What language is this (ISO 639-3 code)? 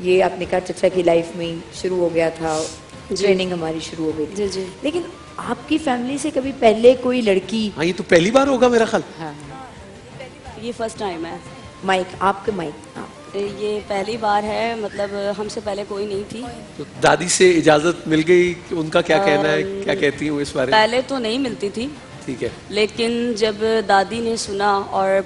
urd